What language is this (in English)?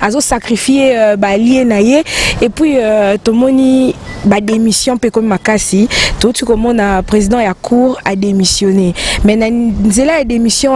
Lingala